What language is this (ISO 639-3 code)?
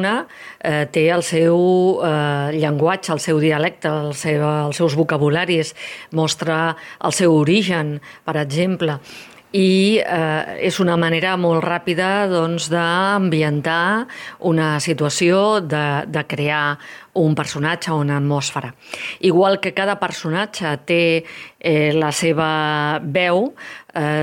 cat